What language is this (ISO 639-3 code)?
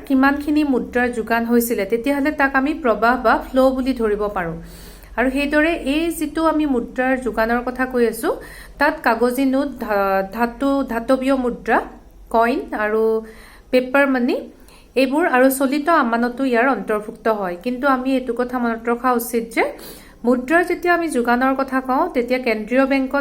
asm